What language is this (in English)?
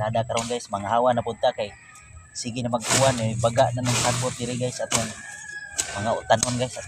Cebuano